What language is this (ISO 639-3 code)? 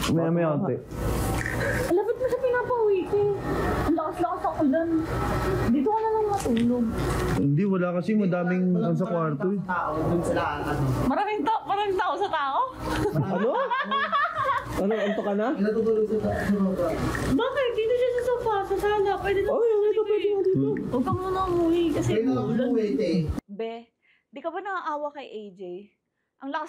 fil